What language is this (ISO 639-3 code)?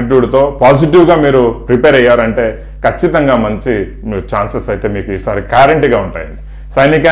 tel